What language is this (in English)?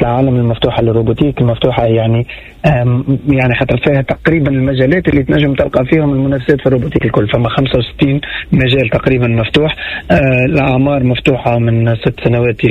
Tunisian Arabic